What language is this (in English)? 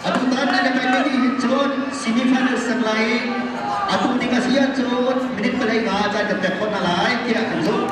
Hakha Chin